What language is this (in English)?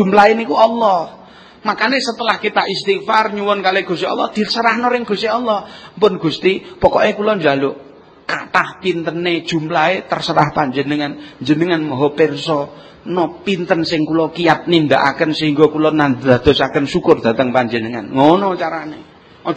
Javanese